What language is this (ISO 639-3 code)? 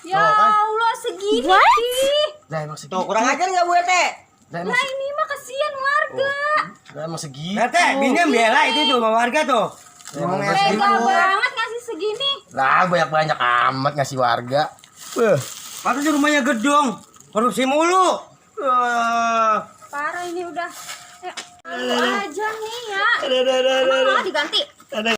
bew